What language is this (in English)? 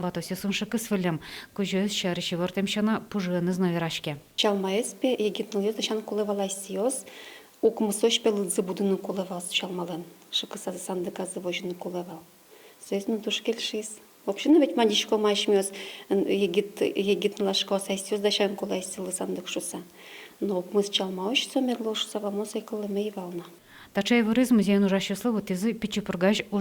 Udmurt